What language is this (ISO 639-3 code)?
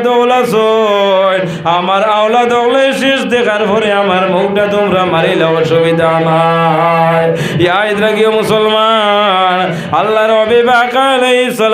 syl